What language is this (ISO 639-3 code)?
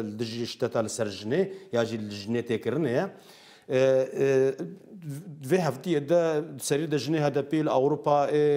kur